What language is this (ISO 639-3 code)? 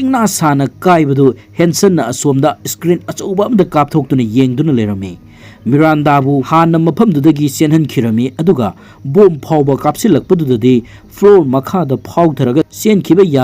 mni